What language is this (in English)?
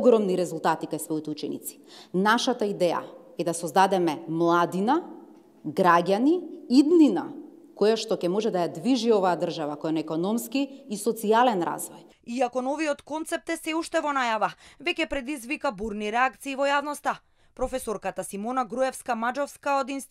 Macedonian